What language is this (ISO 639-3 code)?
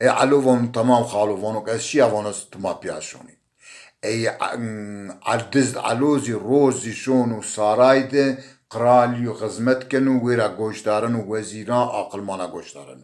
zza